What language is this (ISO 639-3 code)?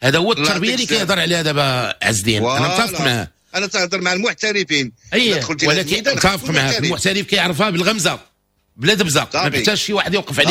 ary